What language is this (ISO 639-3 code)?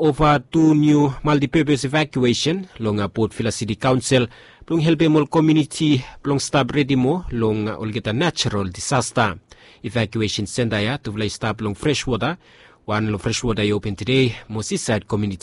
bis